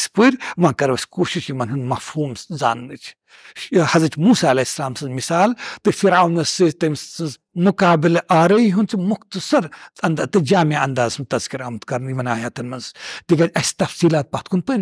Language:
Kashmiri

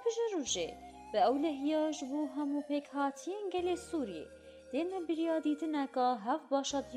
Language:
Kurdish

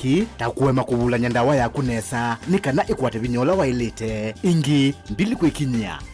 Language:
Kamba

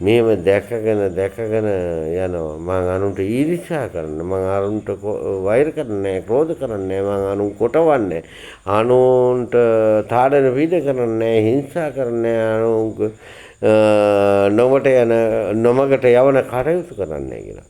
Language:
Sinhala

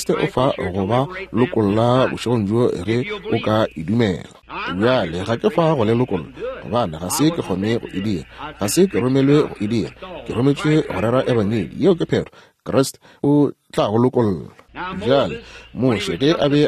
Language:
Northern Sotho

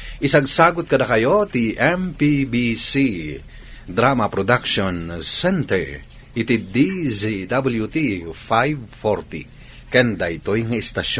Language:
Iloko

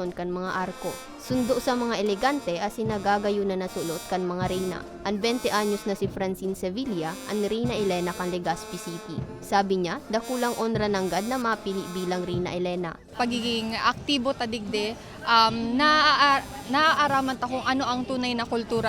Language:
Bikol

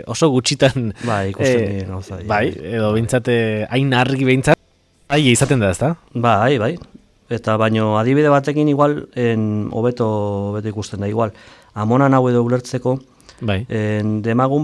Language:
Basque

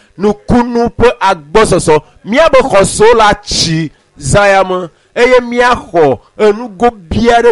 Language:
Ewe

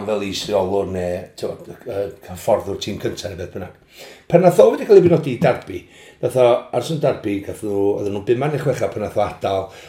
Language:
Welsh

